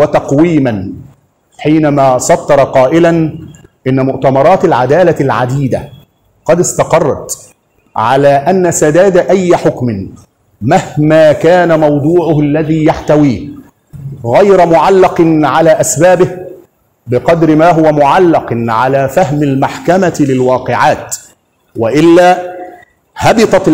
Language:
Egyptian Arabic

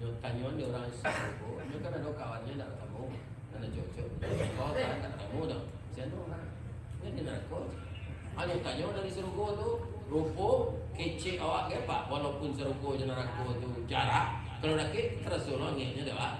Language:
Minangkabau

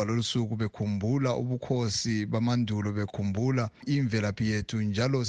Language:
North Ndebele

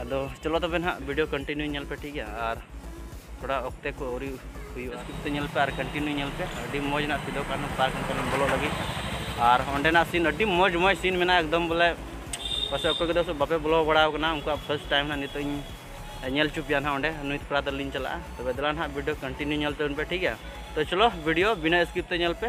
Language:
Santali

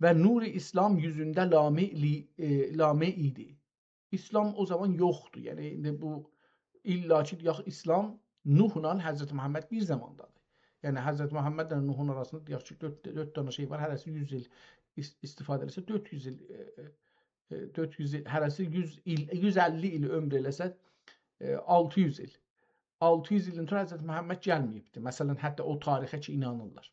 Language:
South Azerbaijani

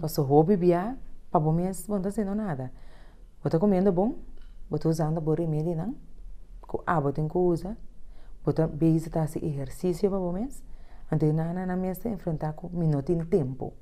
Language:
Papiamento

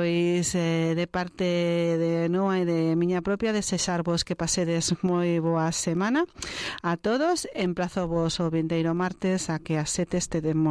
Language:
Galician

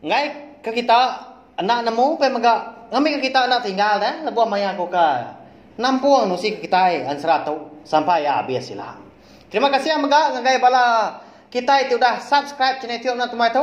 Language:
Iban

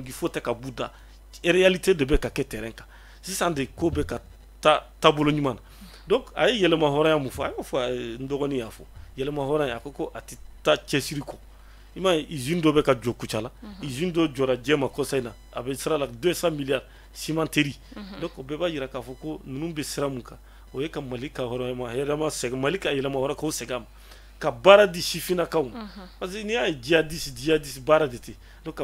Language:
Bambara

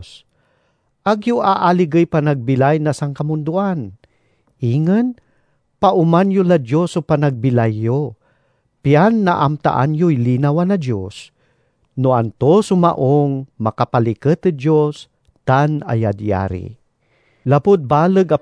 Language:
Pangasinan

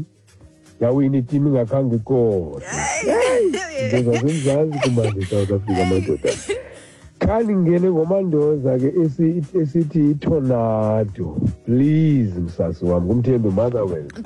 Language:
Xhosa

